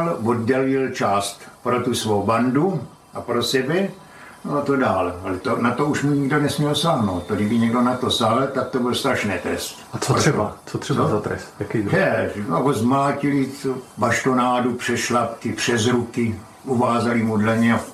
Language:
Czech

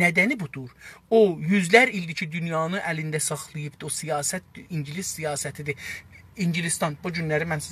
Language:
South Azerbaijani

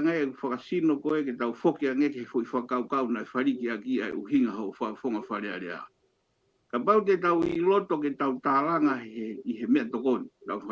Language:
Tongan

